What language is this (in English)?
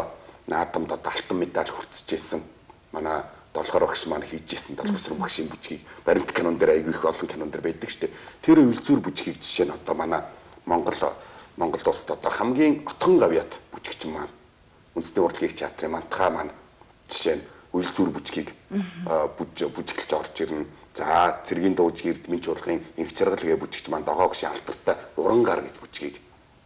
Mongolian